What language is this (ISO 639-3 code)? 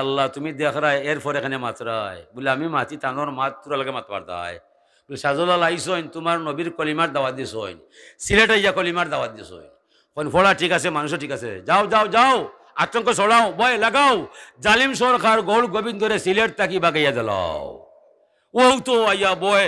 syl